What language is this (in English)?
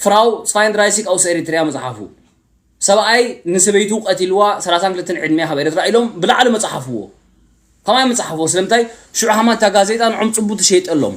Tigrinya